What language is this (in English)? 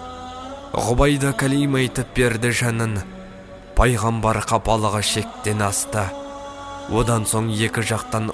Kazakh